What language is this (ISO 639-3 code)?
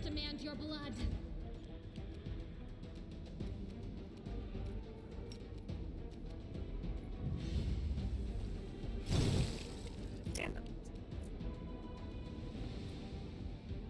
eng